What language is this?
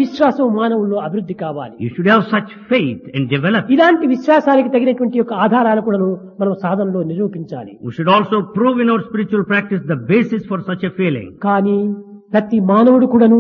Telugu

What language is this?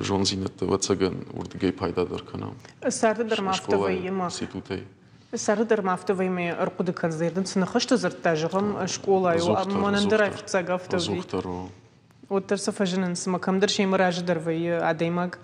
Ossetic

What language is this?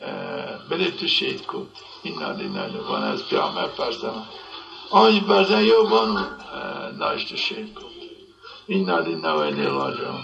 Zaza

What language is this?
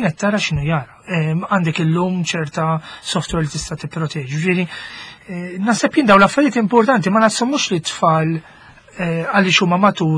Maltese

